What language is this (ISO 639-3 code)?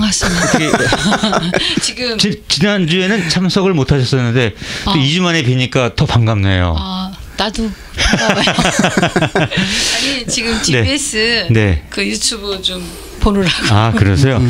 kor